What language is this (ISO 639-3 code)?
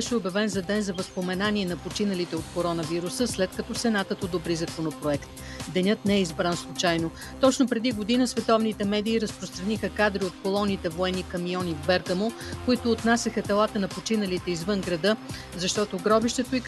bul